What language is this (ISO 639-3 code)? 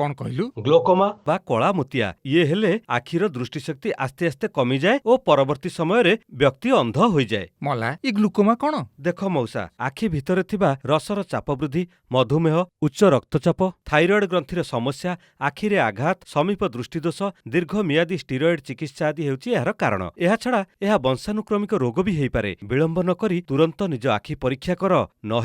ori